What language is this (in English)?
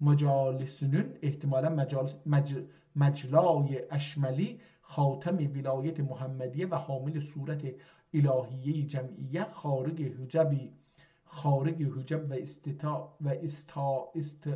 South Azerbaijani